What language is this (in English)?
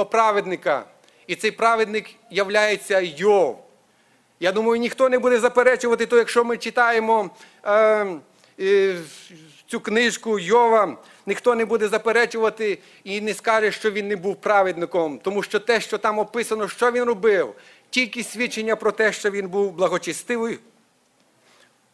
Ukrainian